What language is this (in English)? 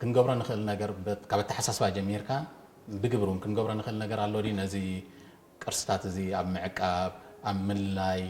Tigrinya